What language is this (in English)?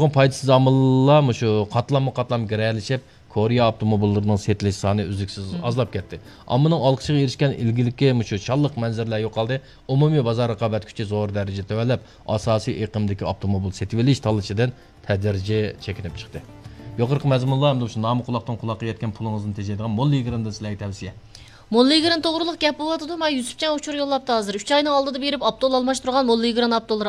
Uyghur